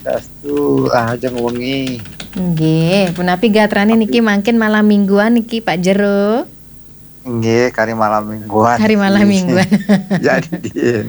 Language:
Balinese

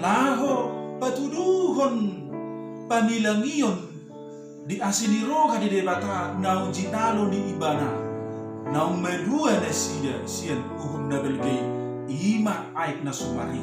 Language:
Batak Toba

